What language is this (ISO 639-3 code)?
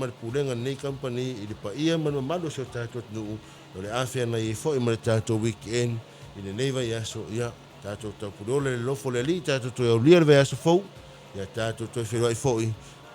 smo